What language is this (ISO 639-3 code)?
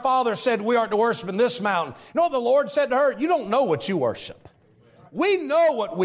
eng